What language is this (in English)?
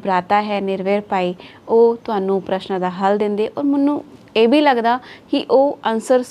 Punjabi